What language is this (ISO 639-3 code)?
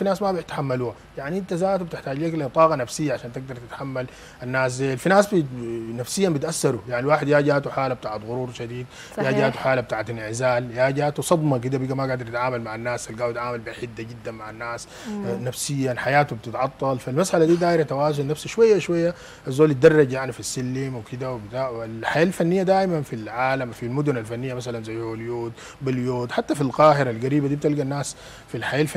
apd